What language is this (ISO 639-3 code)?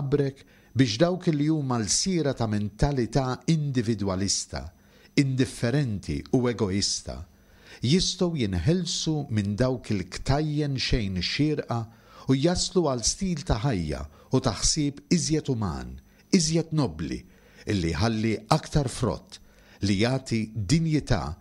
mlt